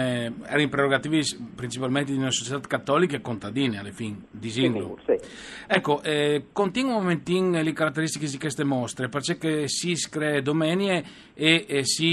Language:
Friulian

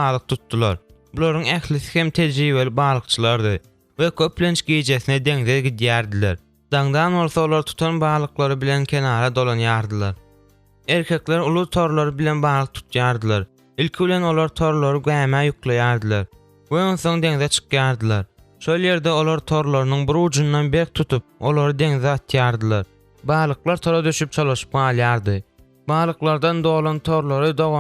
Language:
Turkmen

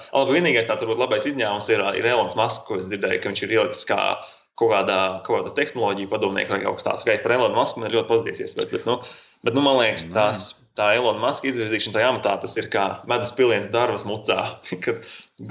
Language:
Latvian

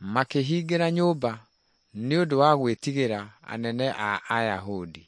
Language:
Kikuyu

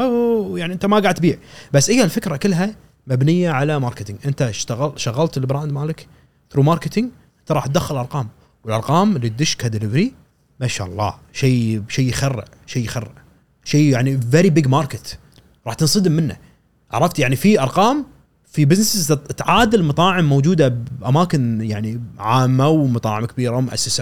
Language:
Gulf Arabic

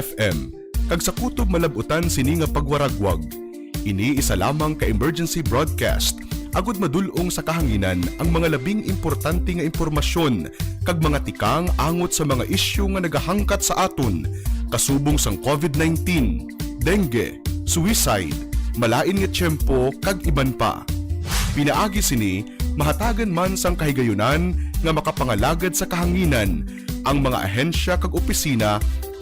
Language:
Hiligaynon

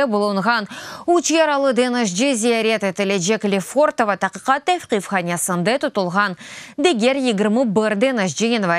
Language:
Crimean Tatar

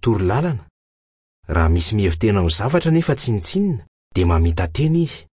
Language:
Malagasy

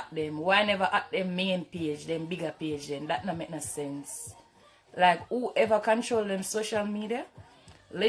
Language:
Jamaican Creole English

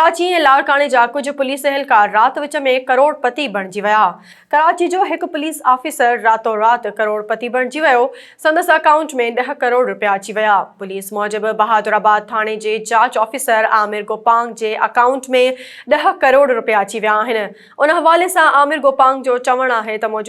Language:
Sindhi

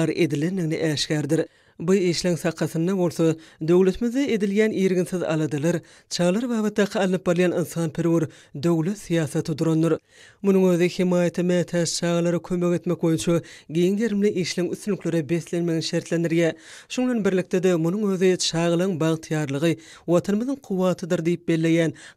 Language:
Turkmen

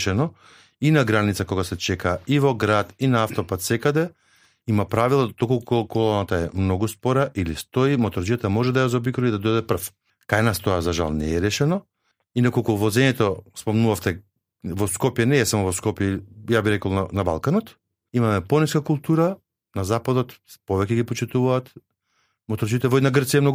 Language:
Macedonian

